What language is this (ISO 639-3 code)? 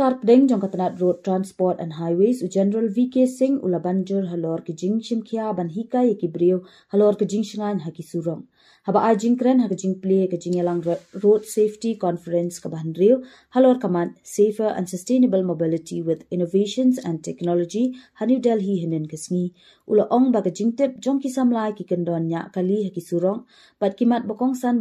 kha